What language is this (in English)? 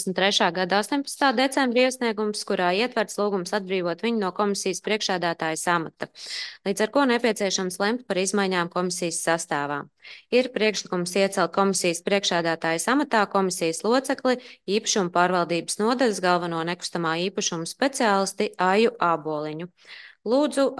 Latvian